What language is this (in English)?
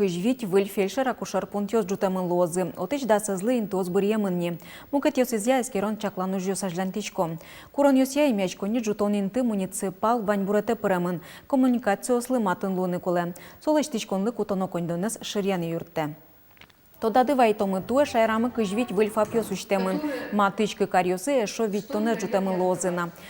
Udmurt